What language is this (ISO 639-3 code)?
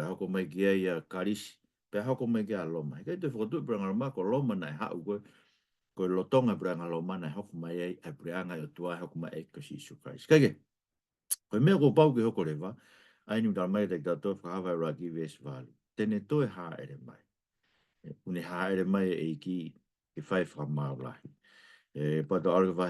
ton